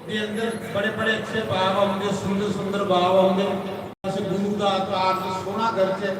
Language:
Dogri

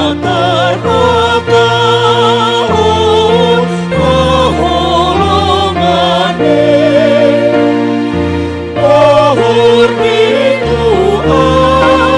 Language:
Batak Simalungun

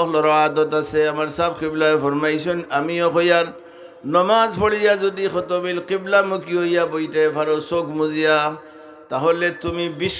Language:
Sylheti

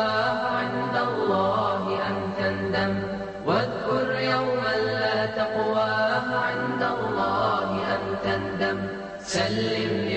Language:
Bosnian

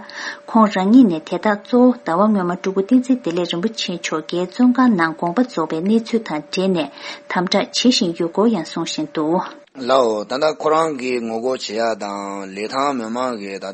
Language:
Tibetan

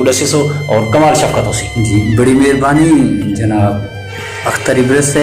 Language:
Saraiki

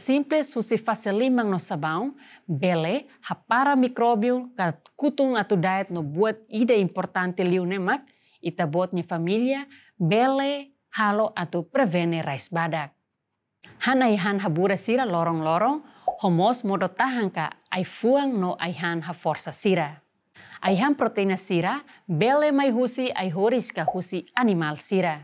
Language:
Tetum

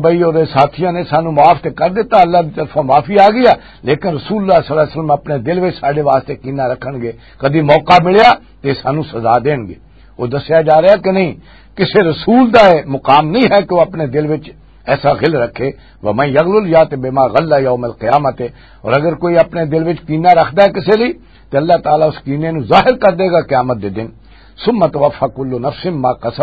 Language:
Western Panjabi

